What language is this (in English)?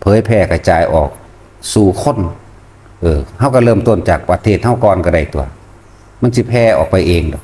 Northeastern Thai